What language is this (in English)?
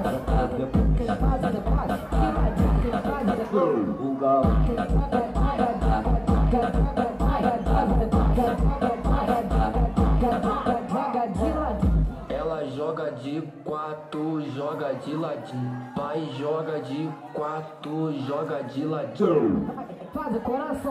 Portuguese